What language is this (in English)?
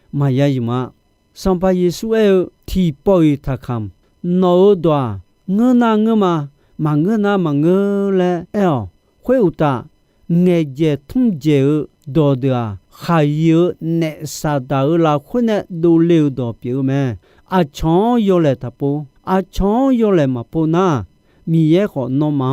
Akha